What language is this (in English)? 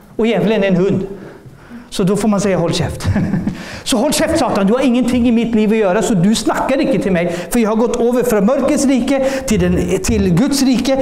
Norwegian